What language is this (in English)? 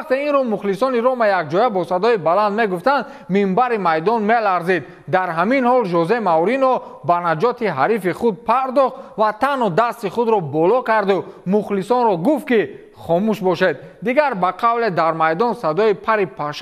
Tajik